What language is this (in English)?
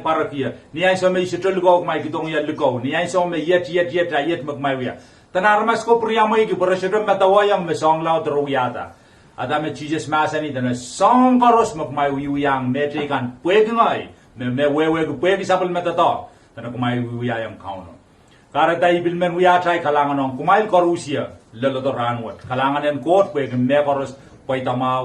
Pohnpeian